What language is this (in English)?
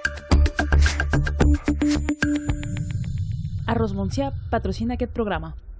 Catalan